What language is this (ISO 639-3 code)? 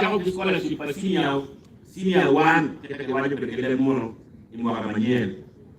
ach